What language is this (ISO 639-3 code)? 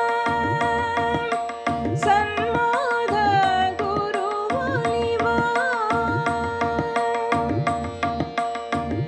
kan